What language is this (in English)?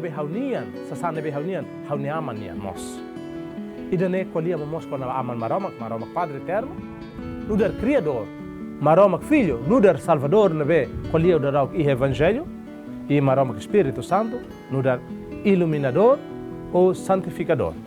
Tetum